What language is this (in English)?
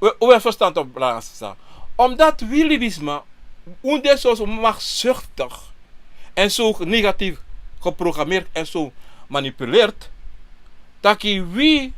Sranan Tongo